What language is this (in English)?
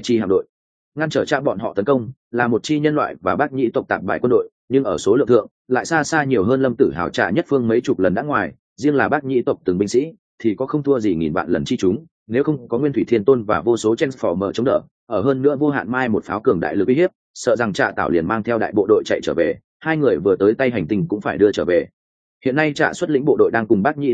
Vietnamese